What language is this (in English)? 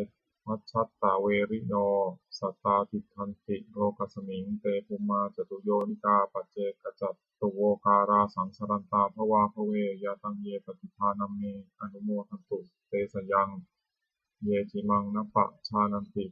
Pali